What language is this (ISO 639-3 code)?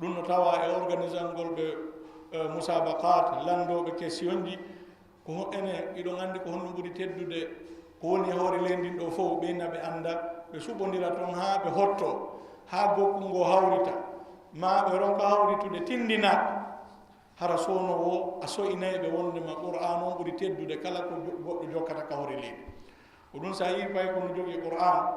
ful